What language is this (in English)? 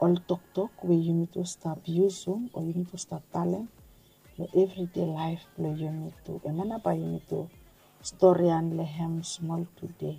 Bislama